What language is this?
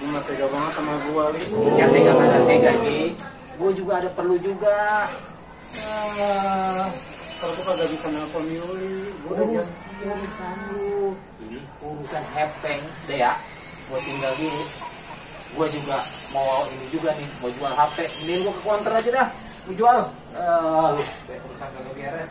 Betawi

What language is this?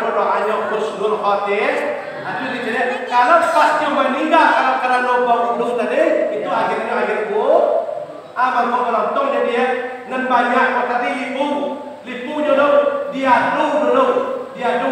Minangkabau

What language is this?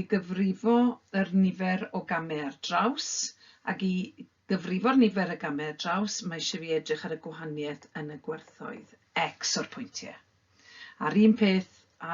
Welsh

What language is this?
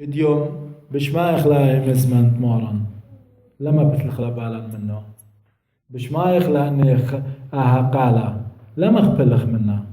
Assyrian Neo-Aramaic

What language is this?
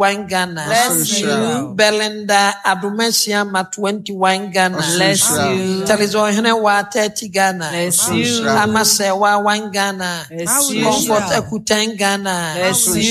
Akan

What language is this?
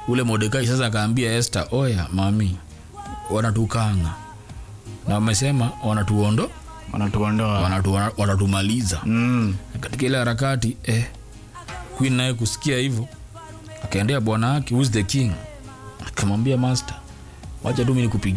Swahili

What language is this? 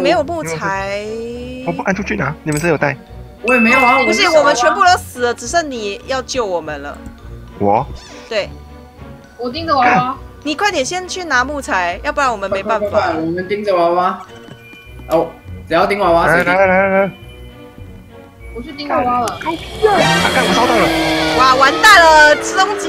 Chinese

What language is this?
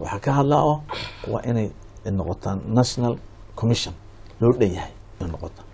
Somali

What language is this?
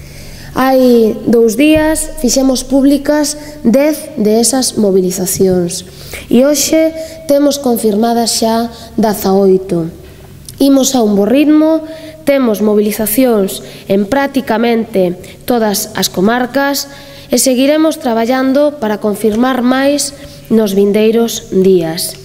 Galician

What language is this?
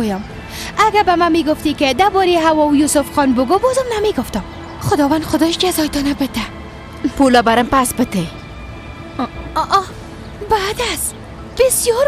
Persian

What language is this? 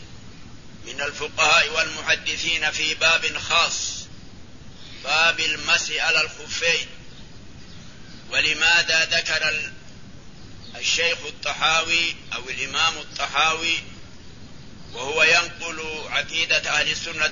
Arabic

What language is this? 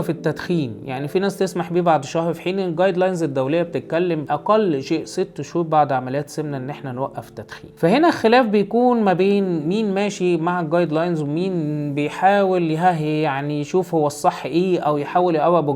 Egyptian Arabic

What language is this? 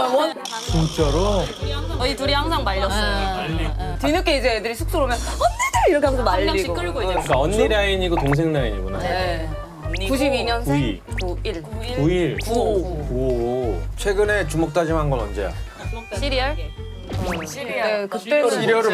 Korean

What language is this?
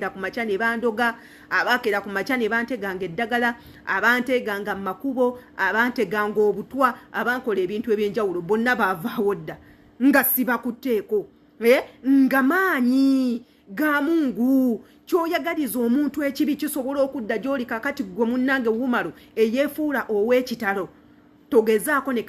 Ganda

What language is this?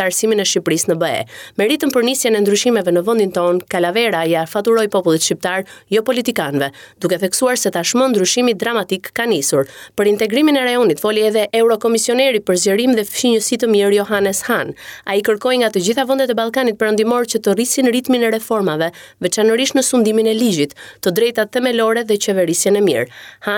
Albanian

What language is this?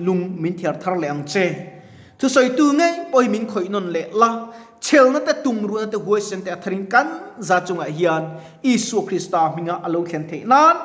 Mizo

